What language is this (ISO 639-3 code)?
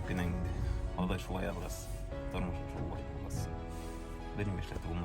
bak